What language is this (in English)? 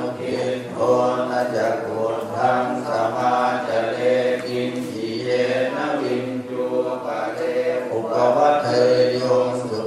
Pali